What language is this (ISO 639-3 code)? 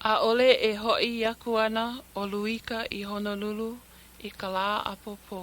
haw